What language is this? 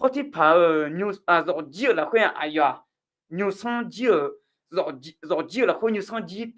Akha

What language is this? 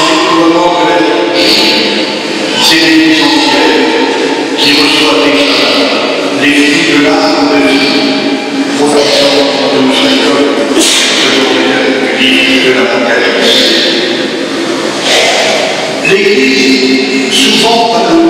French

